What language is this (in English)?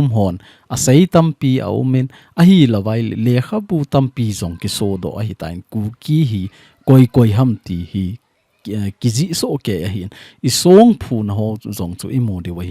Thado Chin